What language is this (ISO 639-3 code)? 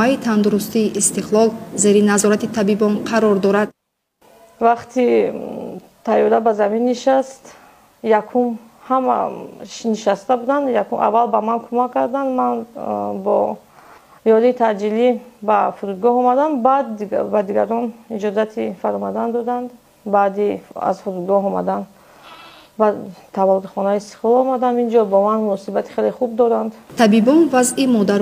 tgk